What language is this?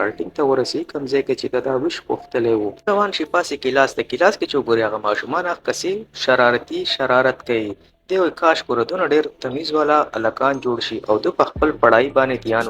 Pashto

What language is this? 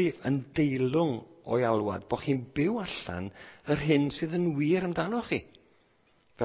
Welsh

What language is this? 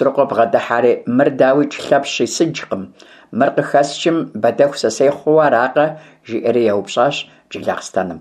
Kabardian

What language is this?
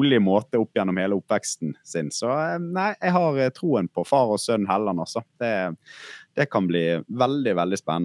Norwegian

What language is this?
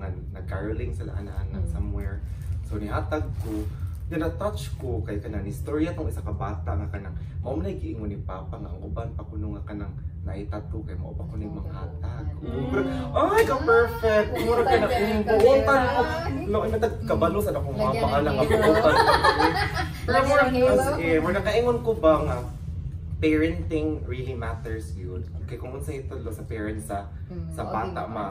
Cebuano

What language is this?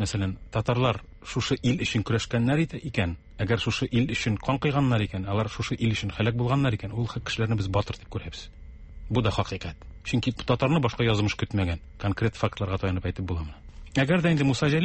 Tatar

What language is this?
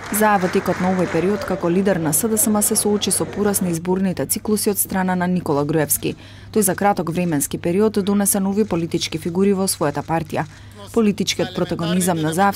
Macedonian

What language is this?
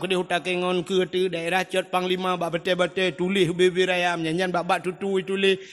Achinese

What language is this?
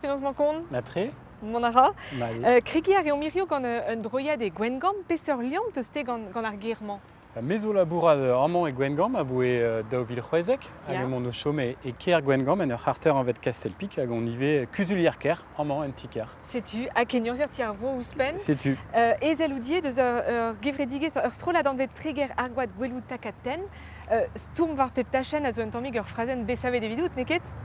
Breton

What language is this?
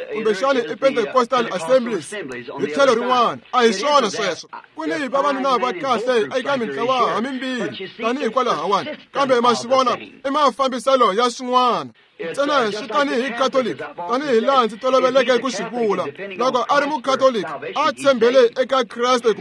Tsonga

